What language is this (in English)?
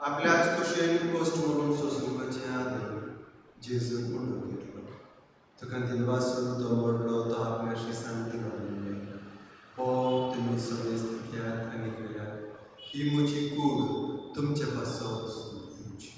Konkani